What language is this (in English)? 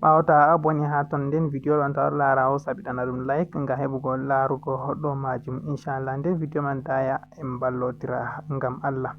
Fula